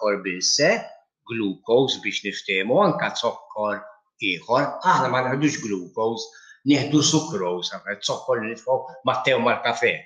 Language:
Maltese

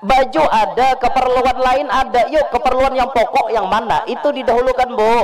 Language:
Banjar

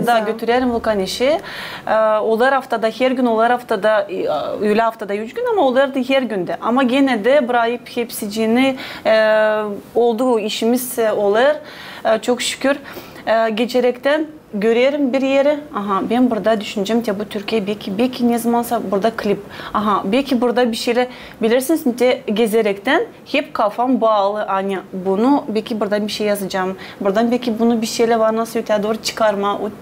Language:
Gagauz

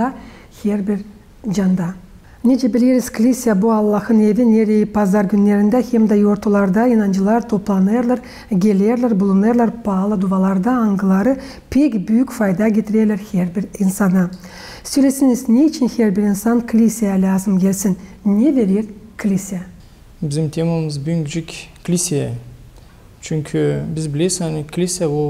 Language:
Gagauz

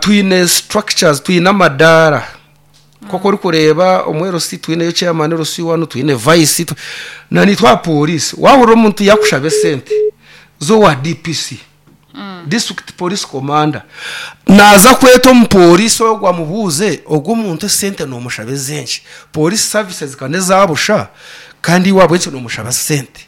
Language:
Nyankole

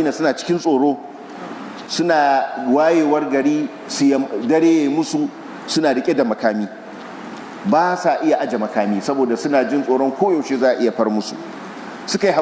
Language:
Hausa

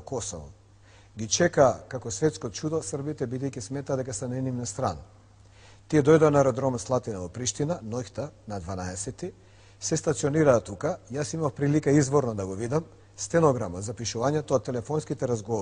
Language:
Macedonian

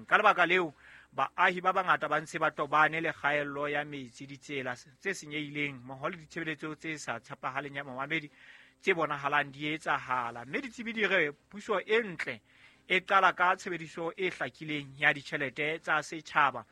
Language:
Southern Sotho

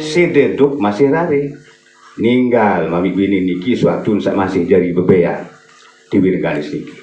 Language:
Sasak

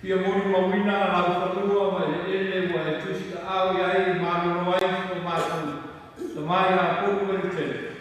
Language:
Samoan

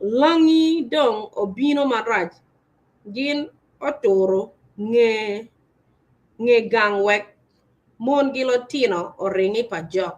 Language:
Acoli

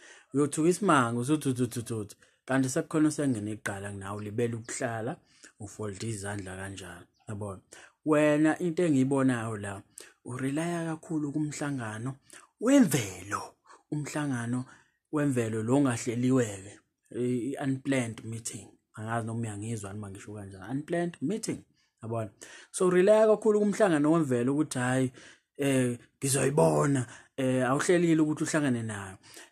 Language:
Zulu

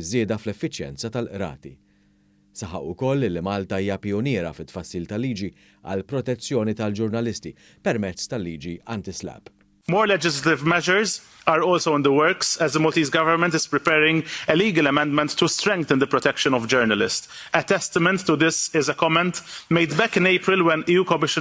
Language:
Maltese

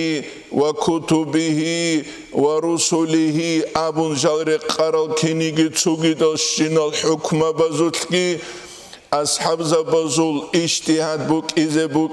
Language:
Avaric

